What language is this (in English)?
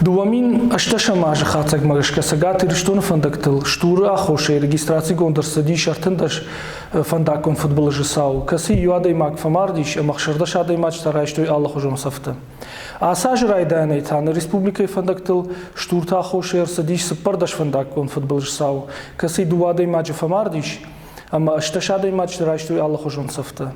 Ossetic